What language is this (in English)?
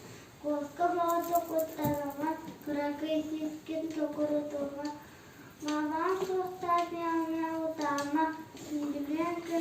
Yakut